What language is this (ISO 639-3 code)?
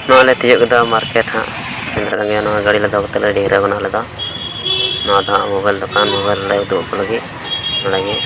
sat